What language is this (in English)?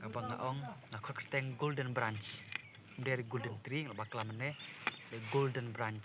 Khasi